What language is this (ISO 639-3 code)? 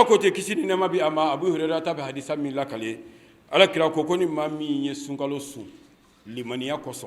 bam